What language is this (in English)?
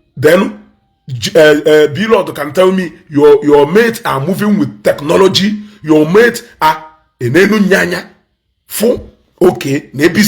Igbo